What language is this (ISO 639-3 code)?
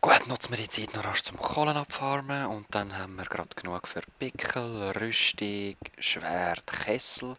gsw